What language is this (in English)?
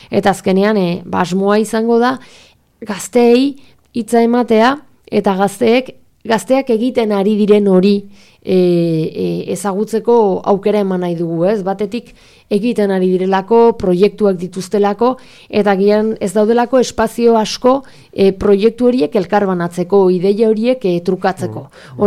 Basque